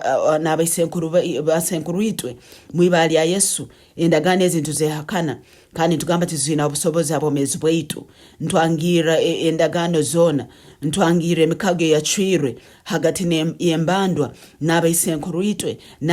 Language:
Tooro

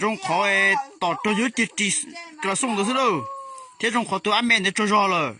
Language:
Hmong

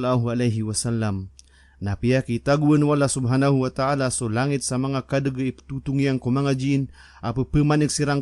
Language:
Maranao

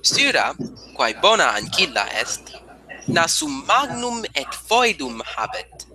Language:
Latin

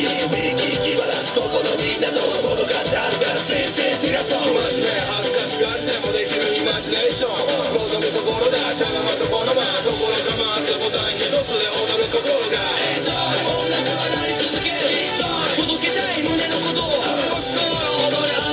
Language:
Japanese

